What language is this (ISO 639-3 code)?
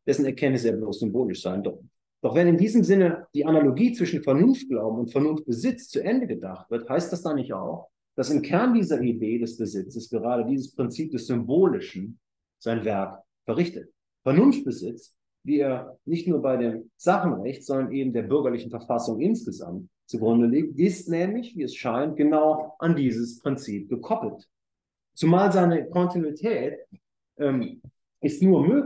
deu